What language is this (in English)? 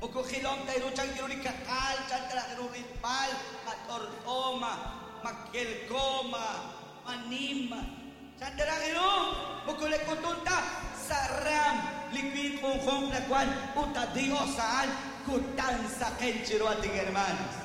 Kekchí